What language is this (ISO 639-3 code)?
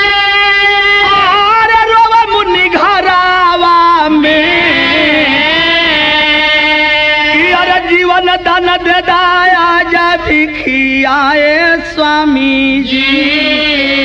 bho